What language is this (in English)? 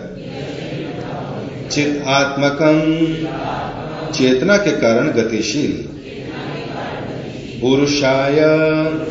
Hindi